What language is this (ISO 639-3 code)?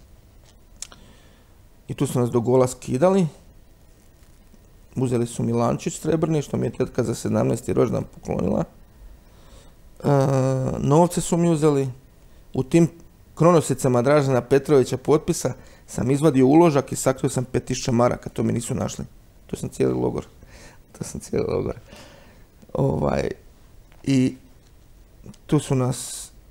hrv